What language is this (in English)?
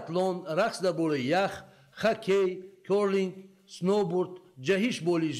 Tajik